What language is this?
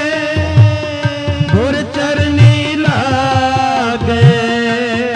Punjabi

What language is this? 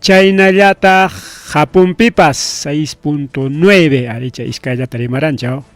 Ayacucho Quechua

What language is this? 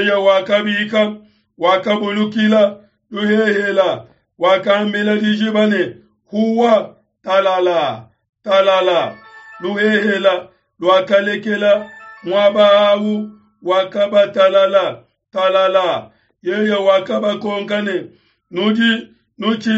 Luba-Lulua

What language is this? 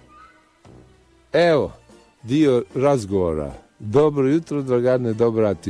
Bosnian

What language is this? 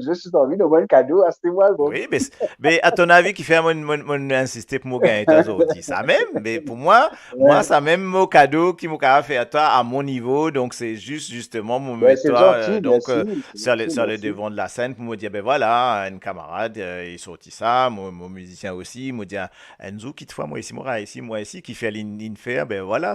Morisyen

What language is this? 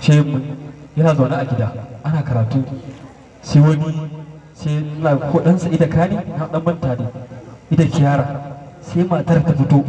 Hausa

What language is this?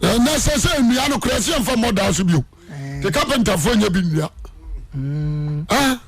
Akan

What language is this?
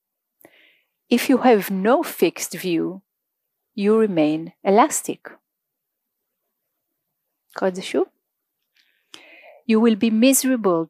Hebrew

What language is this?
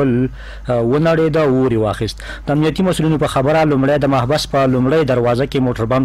Pashto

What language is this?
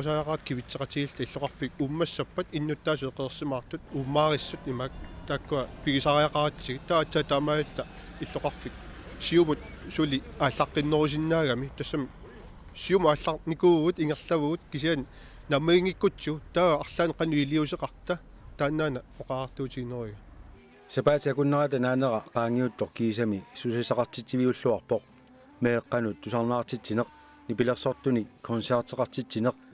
Kalaallisut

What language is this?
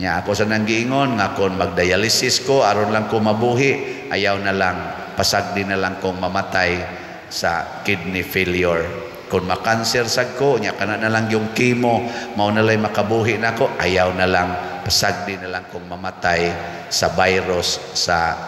Cebuano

